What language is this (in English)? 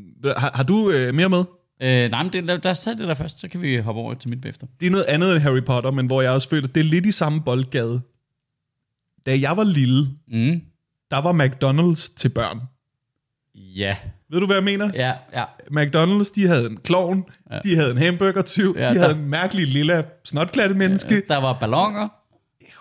Danish